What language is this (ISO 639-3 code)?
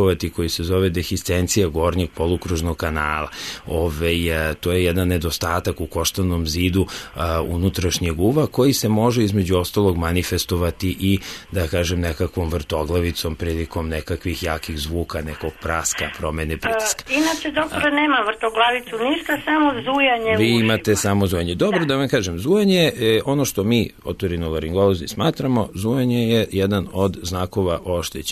srp